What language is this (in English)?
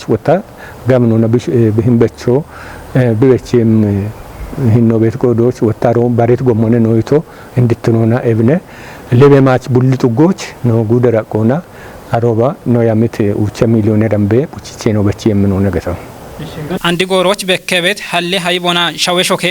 Kafa